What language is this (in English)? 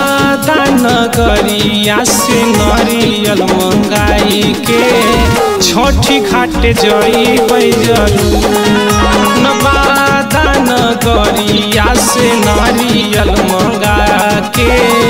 Magahi